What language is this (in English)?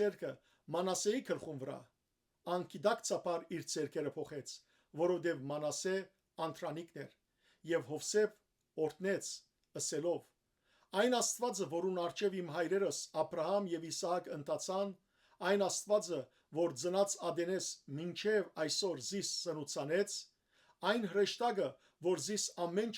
Western Armenian